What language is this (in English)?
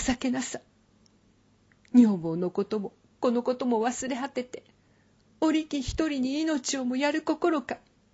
Japanese